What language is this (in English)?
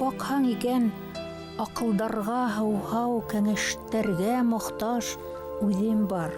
Bashkir